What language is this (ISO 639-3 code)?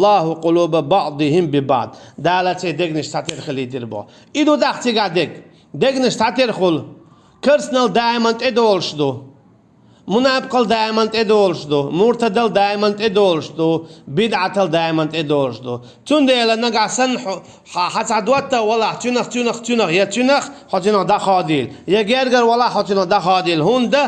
che